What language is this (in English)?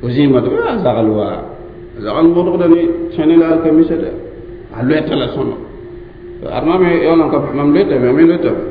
Mossi